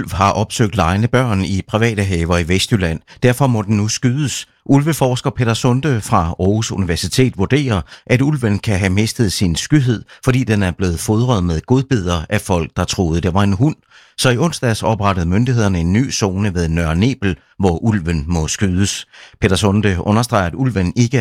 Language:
Danish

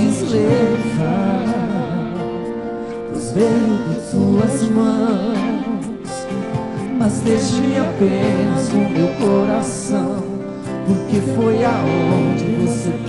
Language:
Portuguese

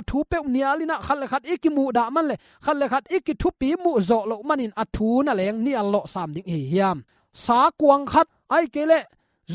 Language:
Tedim Chin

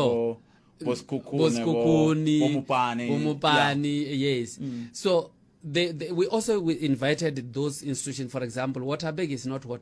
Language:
Tsonga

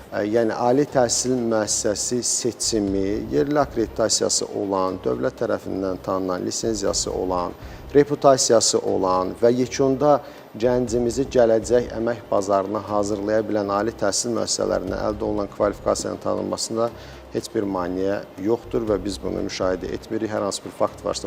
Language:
Azerbaijani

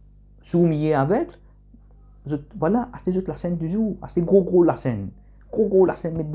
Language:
Morisyen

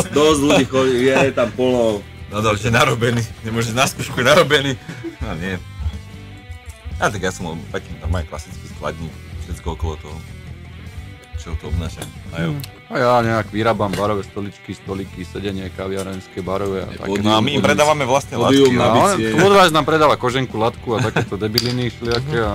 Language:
Slovak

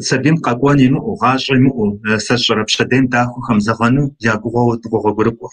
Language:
Kabardian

